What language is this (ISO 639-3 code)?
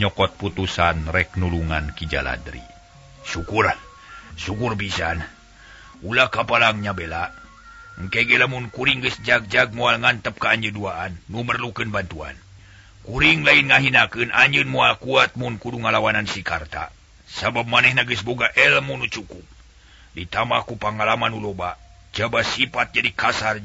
sun